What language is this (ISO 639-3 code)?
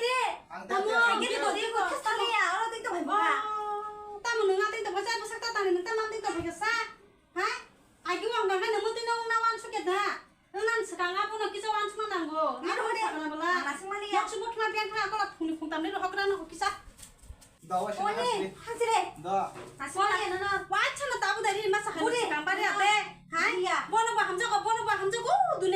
trp